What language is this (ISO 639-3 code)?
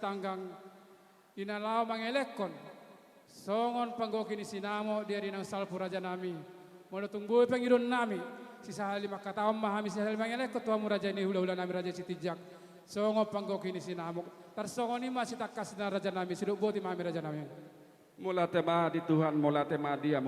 bbc